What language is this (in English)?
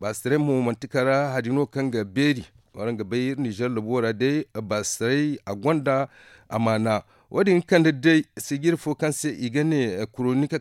Zarma